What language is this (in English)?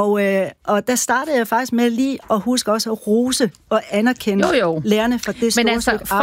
Danish